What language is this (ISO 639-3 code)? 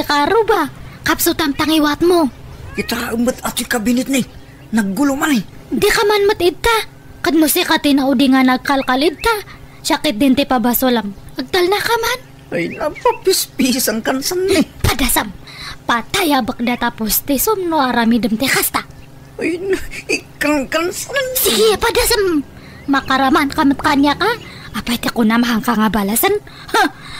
ilo